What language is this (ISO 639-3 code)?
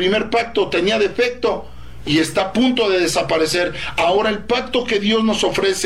spa